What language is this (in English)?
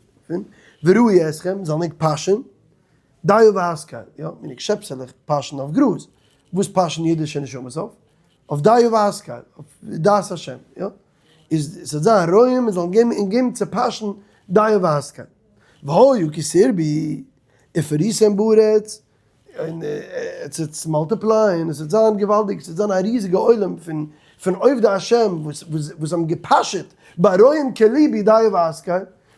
Yiddish